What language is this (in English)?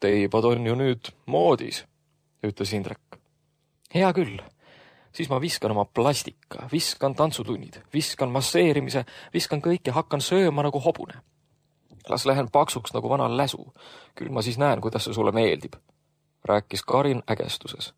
Estonian